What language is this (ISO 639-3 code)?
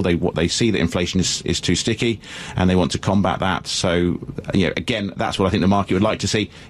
eng